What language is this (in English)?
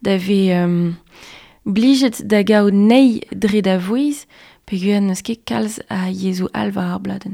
Breton